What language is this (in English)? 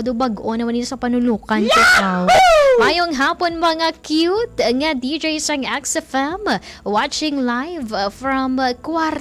Hiligaynon